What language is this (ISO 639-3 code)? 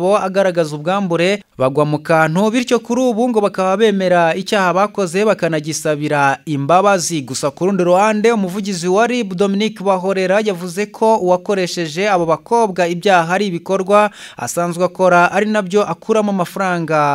kin